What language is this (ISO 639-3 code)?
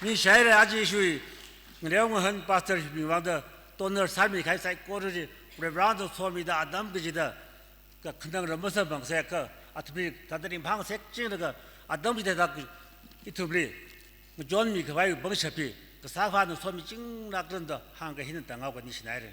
nmf